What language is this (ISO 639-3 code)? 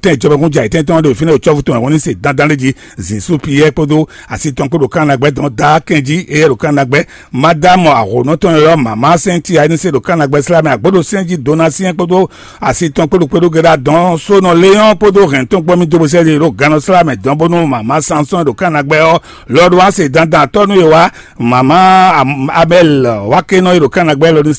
fon